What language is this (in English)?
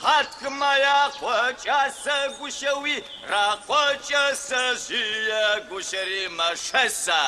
Adyghe